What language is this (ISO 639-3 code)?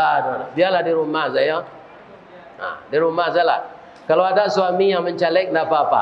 min